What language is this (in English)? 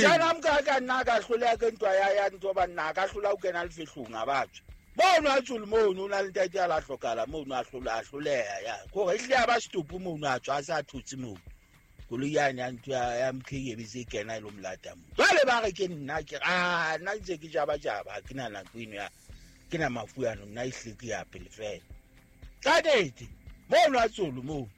Southern Sotho